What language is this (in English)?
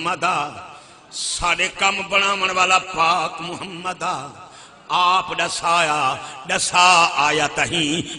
Saraiki